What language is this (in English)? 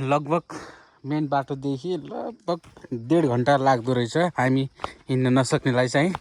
Nepali